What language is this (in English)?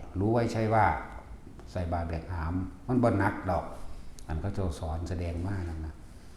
Northeastern Thai